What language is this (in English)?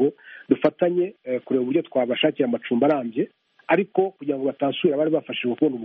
Kinyarwanda